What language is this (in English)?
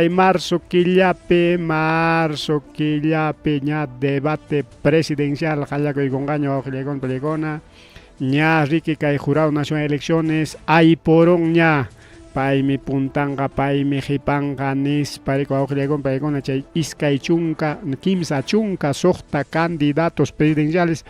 Ayacucho Quechua